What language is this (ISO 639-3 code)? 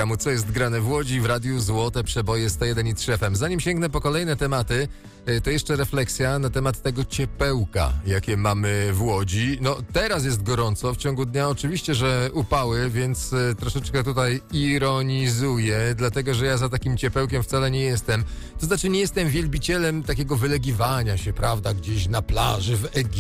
pol